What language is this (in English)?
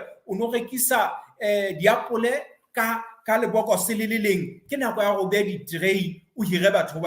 Southern Sotho